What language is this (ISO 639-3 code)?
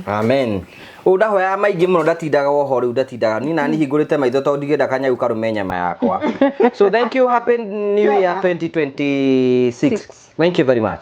kik